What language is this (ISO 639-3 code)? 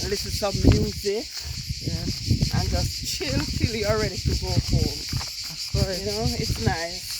jam